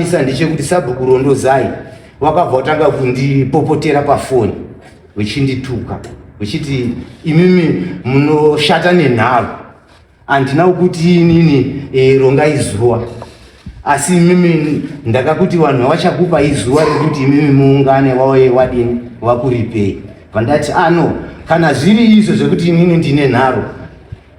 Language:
Shona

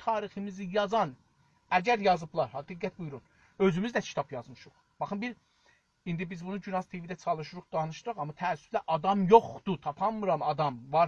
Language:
South Azerbaijani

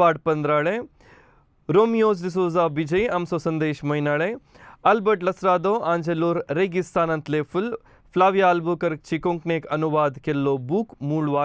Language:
Konkani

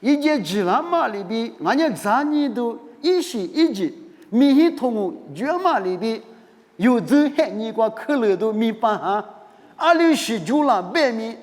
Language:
Lisu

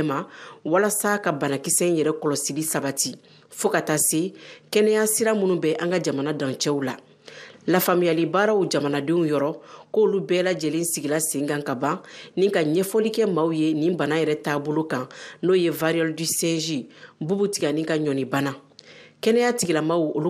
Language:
Bambara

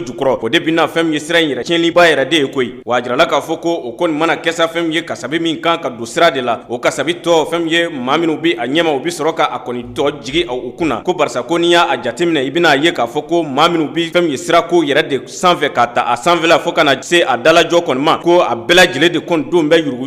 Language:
Bambara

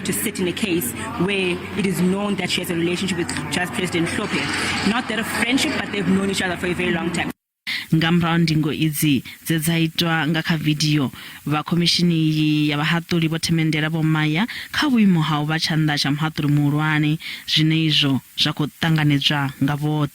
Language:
Venda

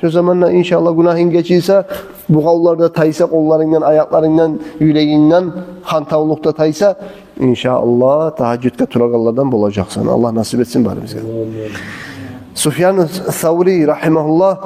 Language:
Kumyk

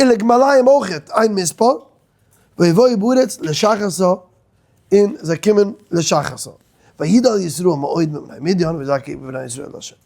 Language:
Yiddish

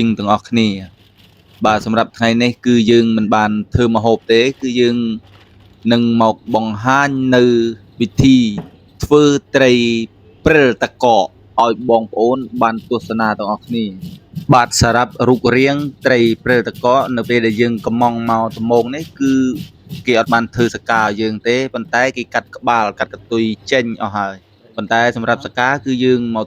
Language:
Khmer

